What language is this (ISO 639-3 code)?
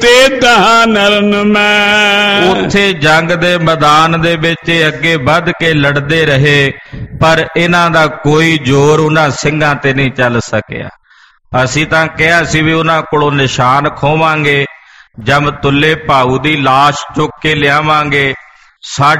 pan